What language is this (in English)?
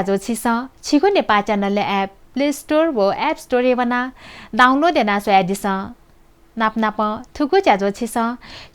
Newari